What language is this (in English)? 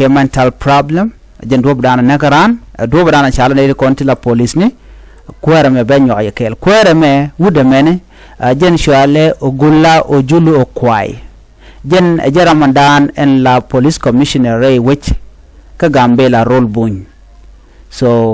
Nuer